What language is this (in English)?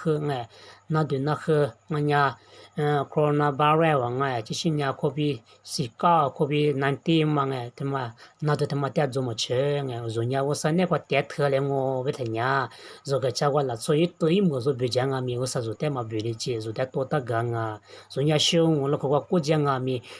Lisu